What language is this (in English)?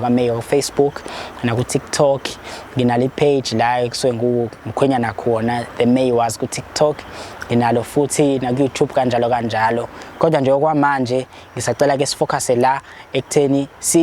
Zulu